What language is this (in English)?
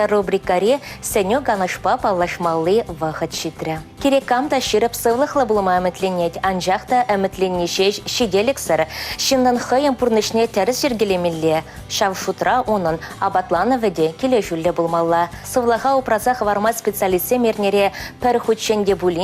Chuvash